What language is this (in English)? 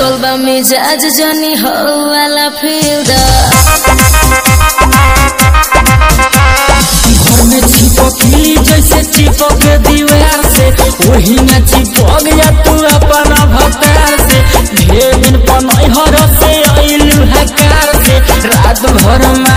Bhojpuri